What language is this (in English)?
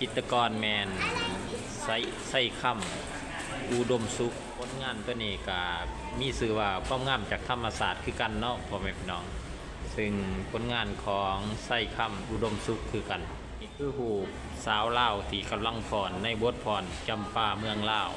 Lao